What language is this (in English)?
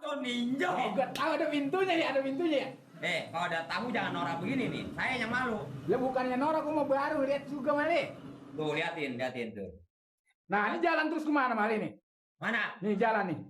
Betawi